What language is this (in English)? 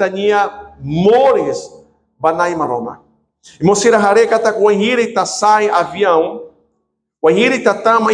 Tetum